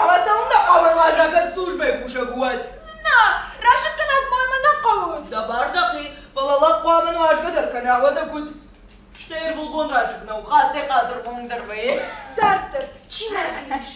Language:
Ossetic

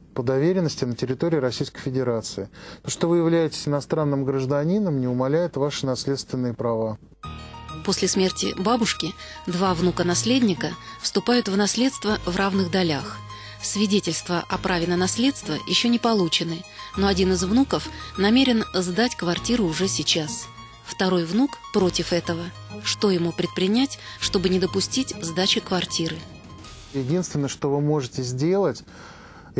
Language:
Russian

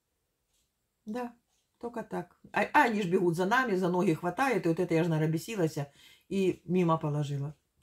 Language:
Russian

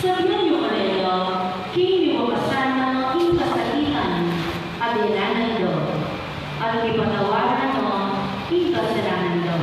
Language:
Pampanga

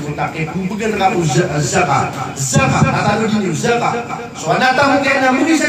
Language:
Maranao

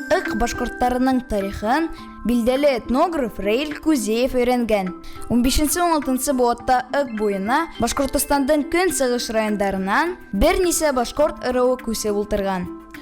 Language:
Bashkir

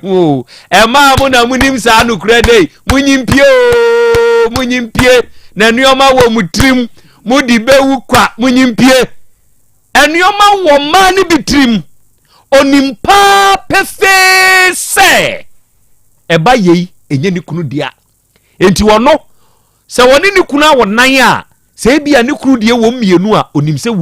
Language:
Akan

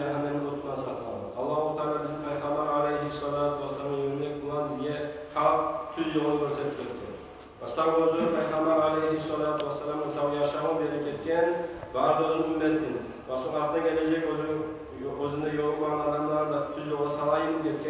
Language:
Kumyk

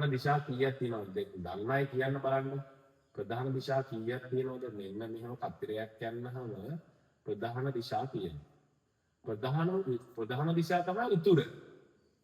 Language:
Sinhala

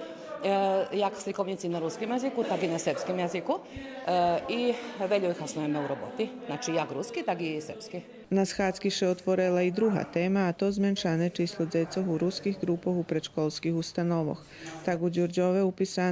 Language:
Rusyn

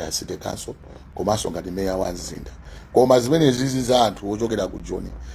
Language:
Nyanja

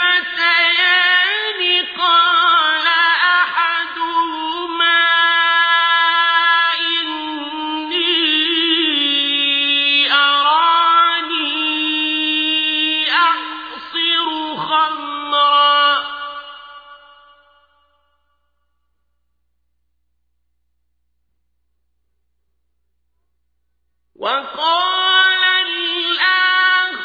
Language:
Arabic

